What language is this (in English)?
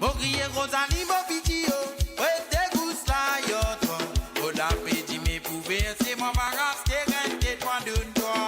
Morisyen